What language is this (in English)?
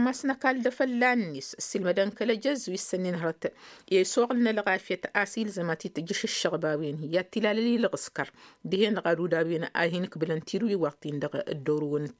Tamasheq